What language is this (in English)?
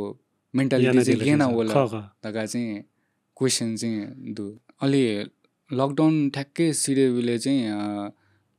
Newari